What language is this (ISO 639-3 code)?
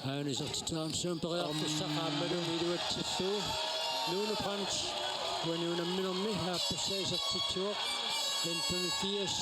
kal